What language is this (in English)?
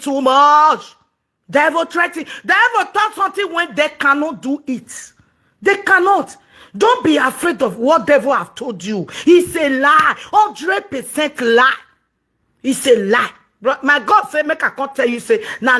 Nigerian Pidgin